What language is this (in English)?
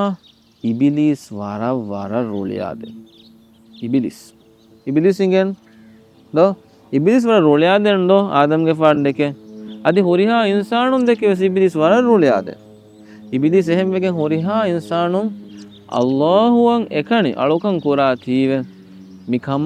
Divehi